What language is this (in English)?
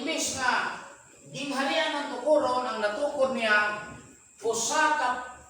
Cebuano